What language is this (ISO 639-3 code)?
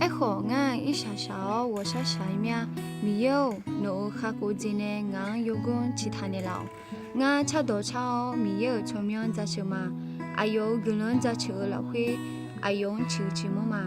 ahk